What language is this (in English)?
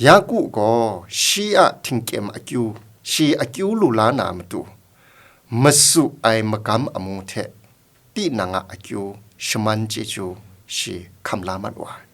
Kachin